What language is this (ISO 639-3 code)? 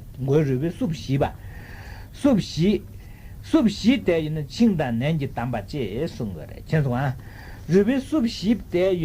bod